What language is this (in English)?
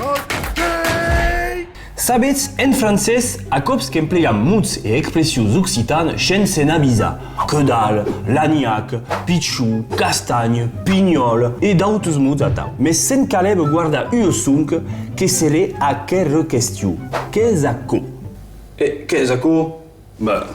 Occitan